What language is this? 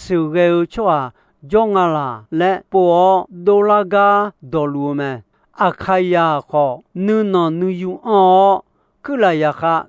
Akha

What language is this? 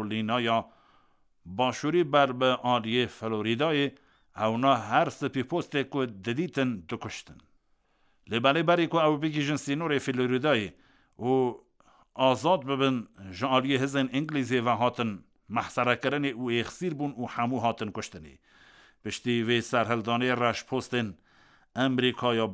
Kurdish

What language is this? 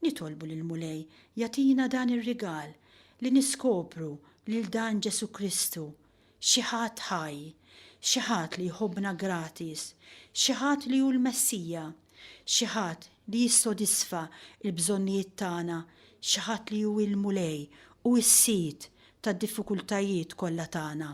Maltese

